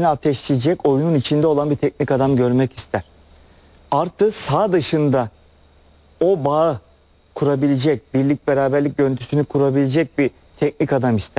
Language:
Turkish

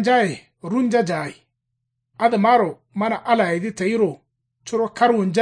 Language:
Kanuri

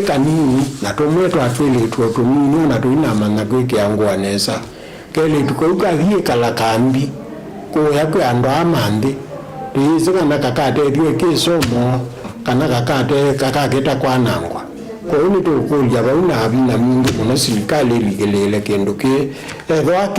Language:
Kamba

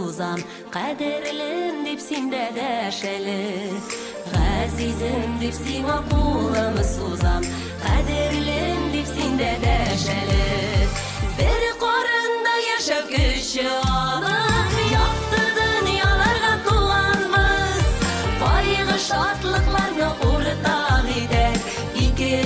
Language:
Bashkir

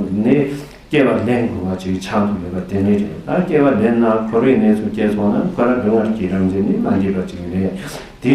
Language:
Tibetan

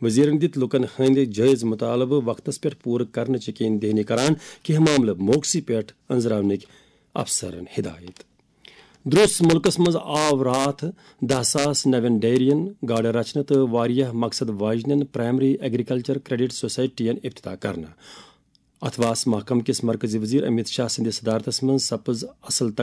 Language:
Kashmiri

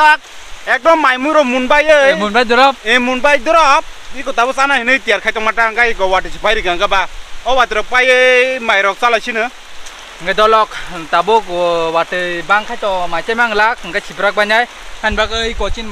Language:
Kok Borok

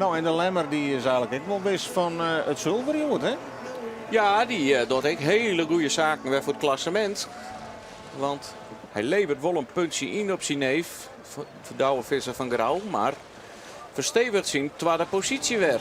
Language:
Western Frisian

